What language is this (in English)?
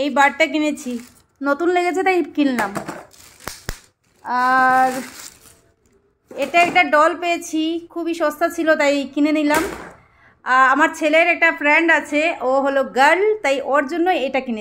Bangla